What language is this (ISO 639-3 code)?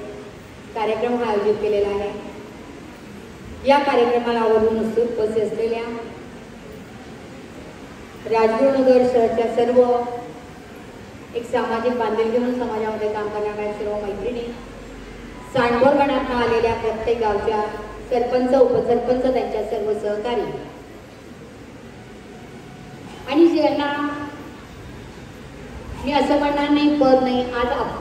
mar